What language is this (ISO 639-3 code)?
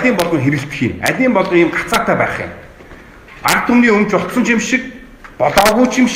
mon